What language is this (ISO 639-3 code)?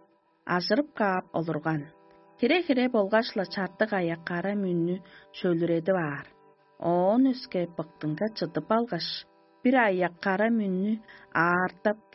tyv